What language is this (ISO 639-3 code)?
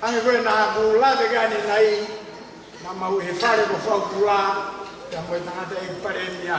ton